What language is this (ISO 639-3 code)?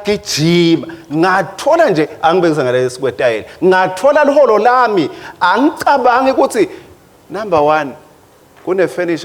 ssw